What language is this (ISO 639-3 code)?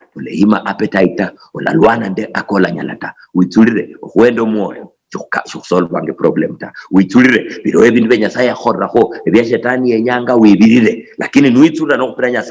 luy